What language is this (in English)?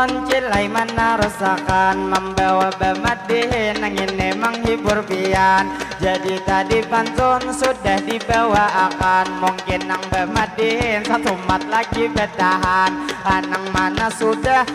Banjar